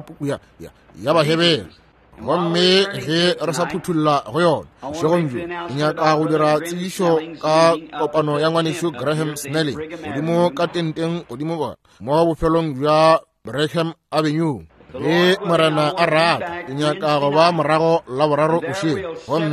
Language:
Northern Sotho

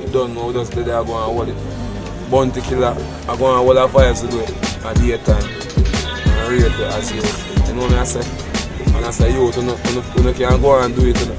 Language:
Jamaican Creole English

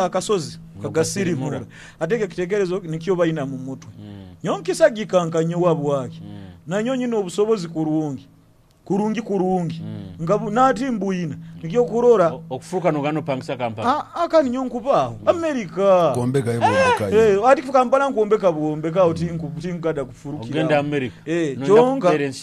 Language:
Nyoro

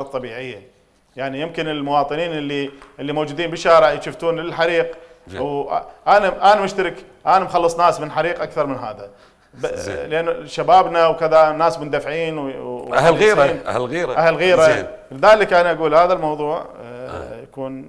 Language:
Mesopotamian Arabic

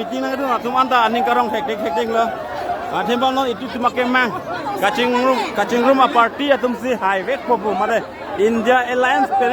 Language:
Karbi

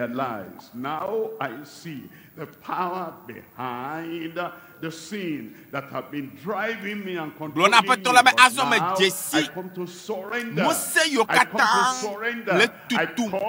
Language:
Ewe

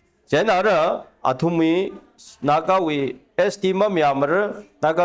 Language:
Tangkhul Naga (India)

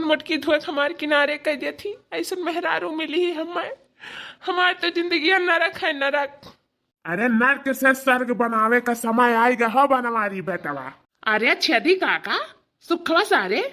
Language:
Awadhi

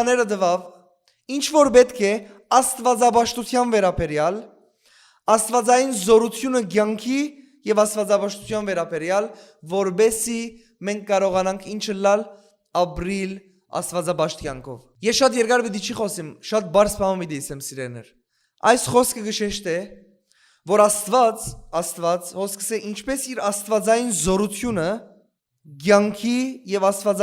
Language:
Western Armenian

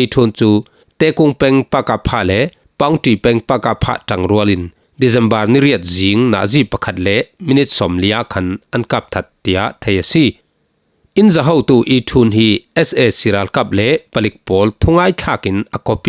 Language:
Falam Chin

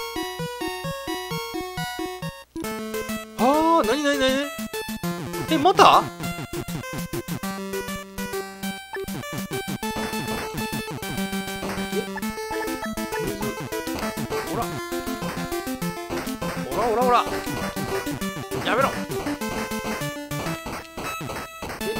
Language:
Japanese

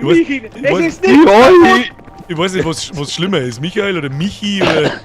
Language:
Bavarian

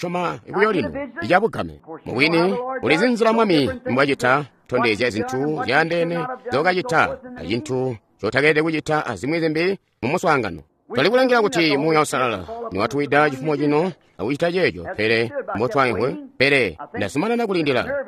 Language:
Tonga (Zambia)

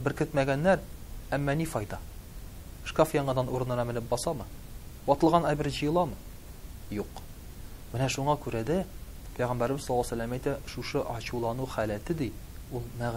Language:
Tatar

